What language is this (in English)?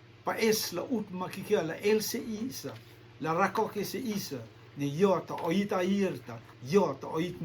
Rotuman